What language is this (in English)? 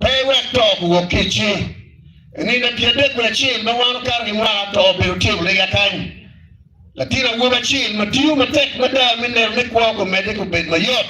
Acoli